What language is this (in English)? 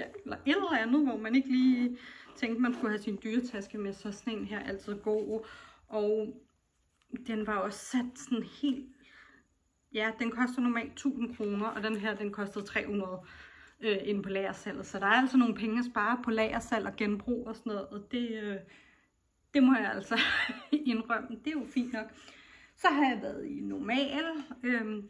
Danish